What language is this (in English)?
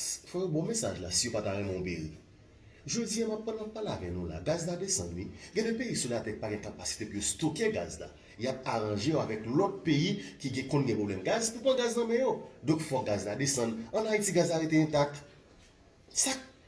Haitian Creole